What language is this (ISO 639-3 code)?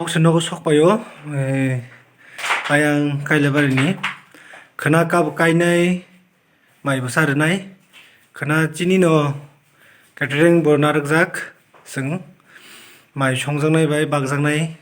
trp